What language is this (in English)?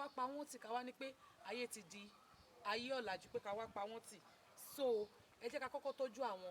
Yoruba